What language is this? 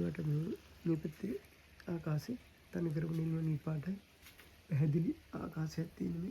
Sinhala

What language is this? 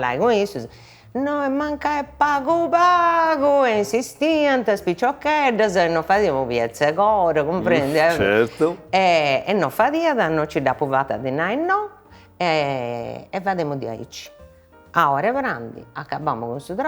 Sardinian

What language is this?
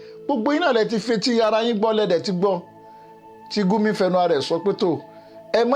Yoruba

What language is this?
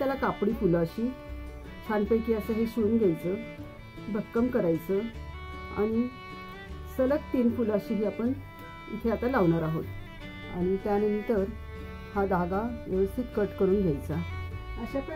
Marathi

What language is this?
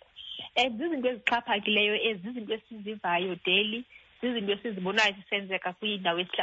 Xhosa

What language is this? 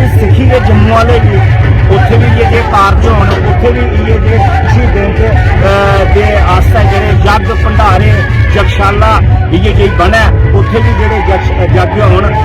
Dogri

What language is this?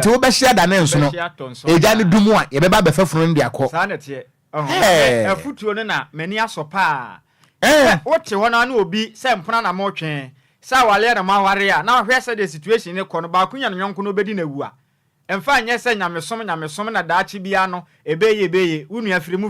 Akan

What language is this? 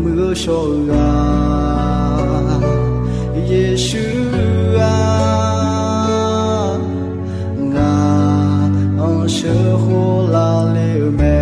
Akha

